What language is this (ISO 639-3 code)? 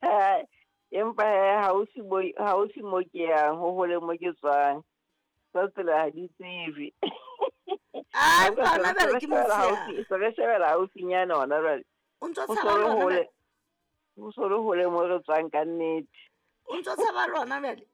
sot